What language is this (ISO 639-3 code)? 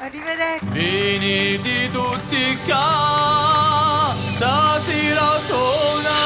scn